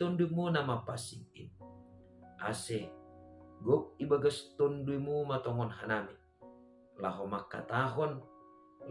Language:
Batak Simalungun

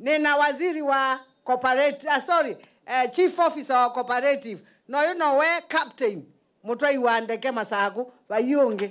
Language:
Kamba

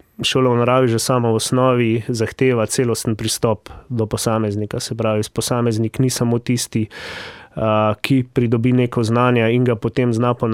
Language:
Slovenian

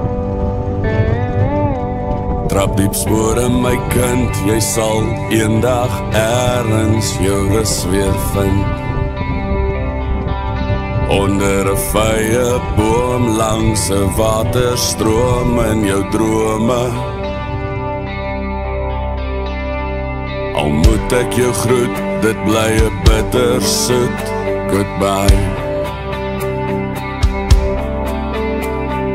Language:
Afrikaans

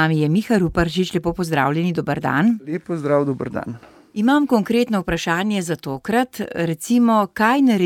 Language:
Slovenian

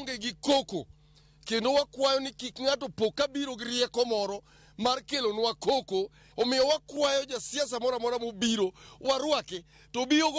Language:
Luo (Kenya and Tanzania)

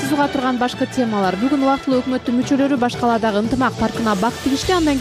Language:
Kyrgyz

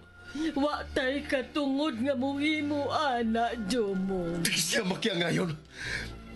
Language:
Cebuano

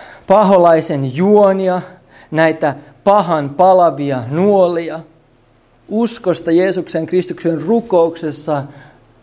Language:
Finnish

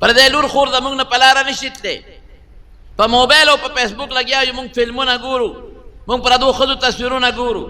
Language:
Pashto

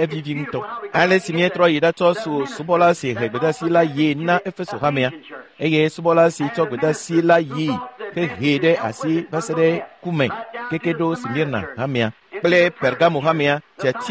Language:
Ewe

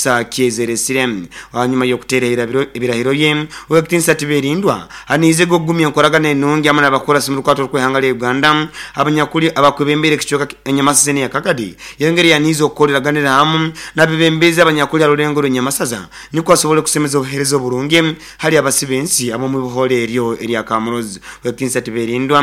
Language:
Nyoro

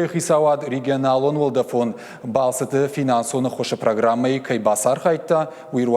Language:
Ossetic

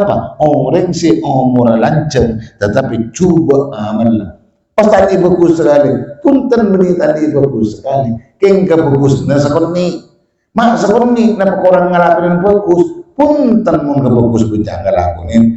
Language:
Madurese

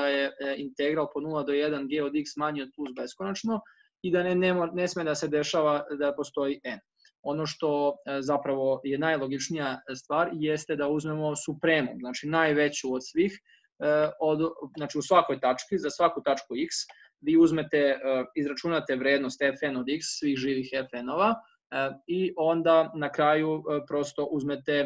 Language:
Serbian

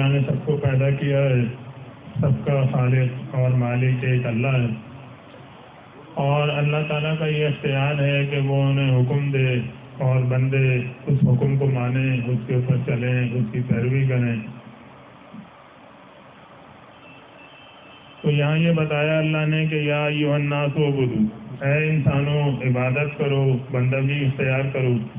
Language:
Urdu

